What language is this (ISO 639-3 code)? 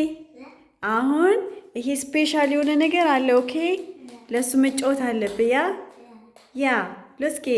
amh